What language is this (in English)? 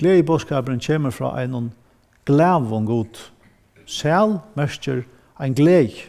Faroese